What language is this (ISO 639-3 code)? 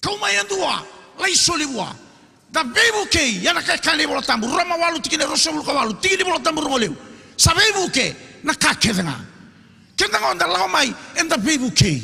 fij